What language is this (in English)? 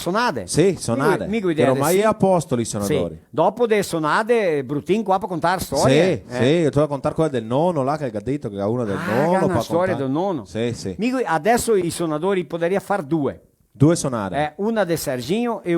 Venetian